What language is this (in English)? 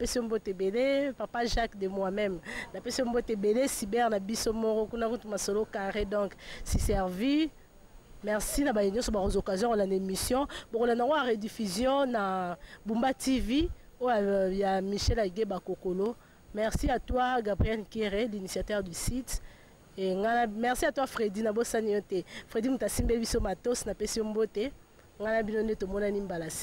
Lingala